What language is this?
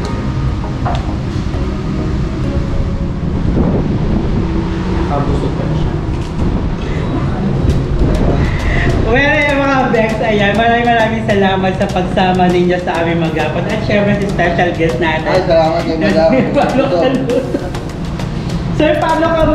Filipino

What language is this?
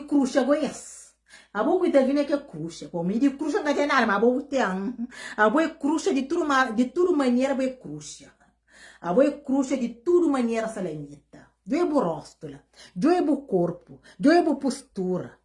Kabuverdianu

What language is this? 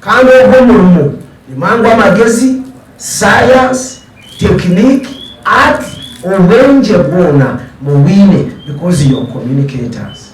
Nyankole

